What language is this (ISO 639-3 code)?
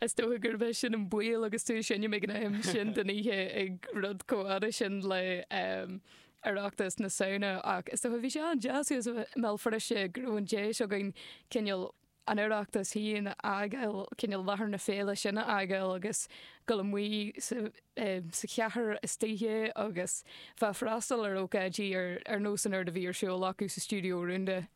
gle